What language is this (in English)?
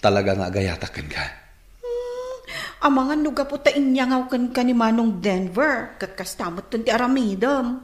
Iloko